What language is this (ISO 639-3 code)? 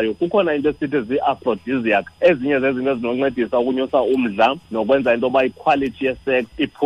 xho